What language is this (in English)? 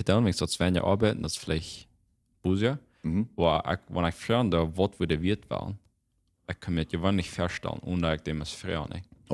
Plautdietsch